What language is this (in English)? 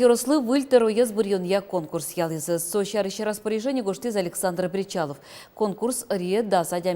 Udmurt